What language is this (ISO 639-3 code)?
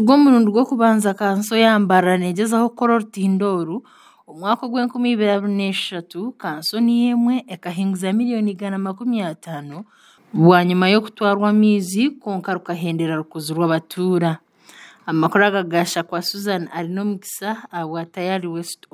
nyn